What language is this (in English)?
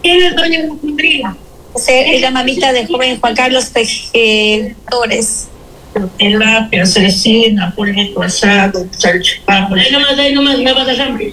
Spanish